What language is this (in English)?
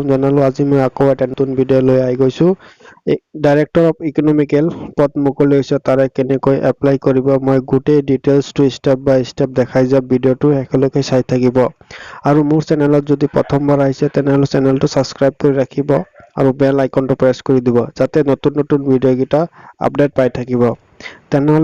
Assamese